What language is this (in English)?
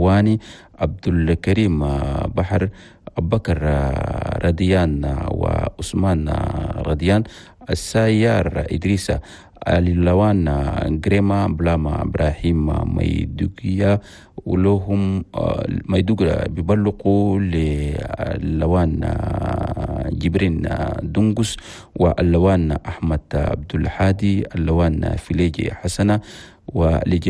Chadian Arabic